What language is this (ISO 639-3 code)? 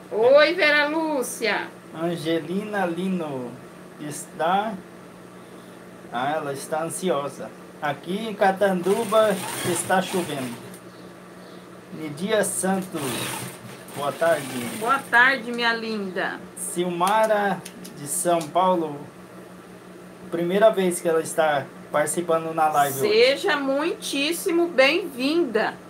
por